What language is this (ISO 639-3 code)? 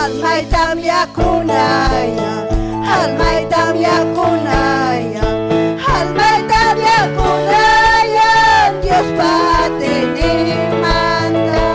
quy